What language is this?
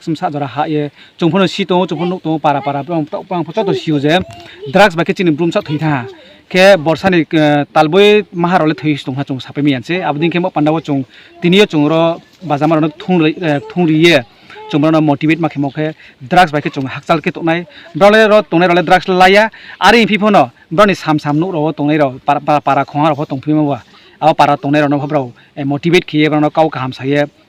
Riang (India)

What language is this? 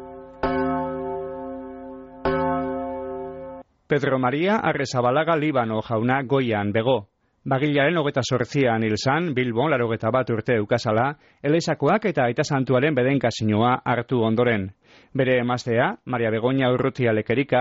Basque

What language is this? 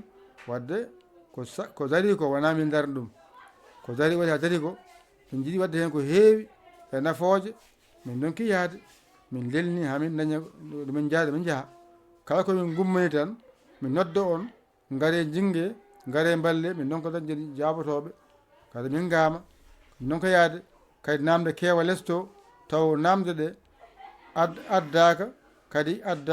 Fula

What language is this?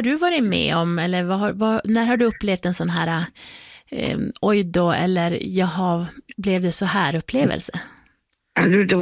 Swedish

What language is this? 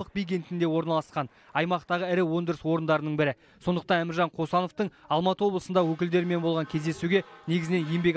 Kazakh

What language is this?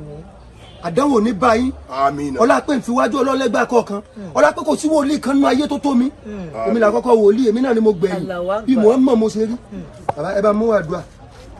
Yoruba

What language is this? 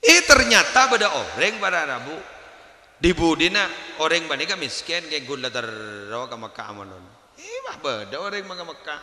Madurese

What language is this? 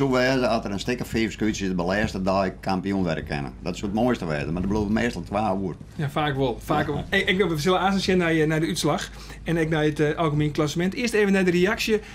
Western Frisian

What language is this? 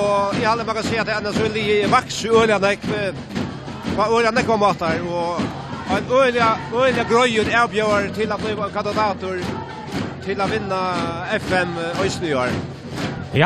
Faroese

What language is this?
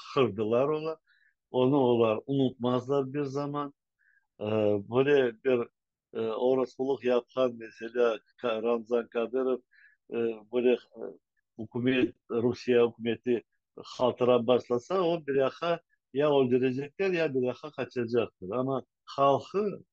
Crimean Tatar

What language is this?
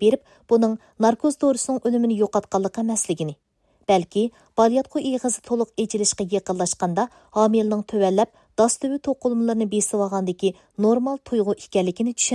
Uyghur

